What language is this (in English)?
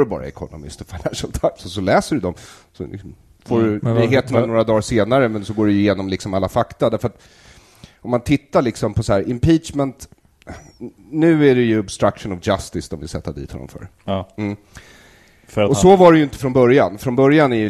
Swedish